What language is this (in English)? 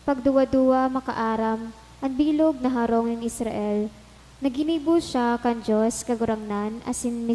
Bikol